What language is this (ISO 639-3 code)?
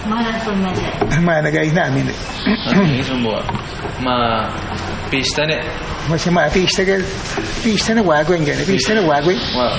kwi